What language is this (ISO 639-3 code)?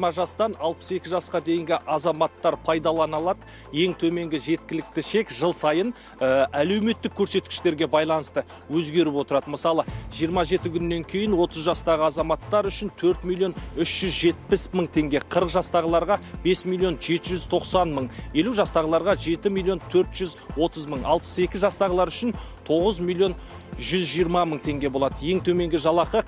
kaz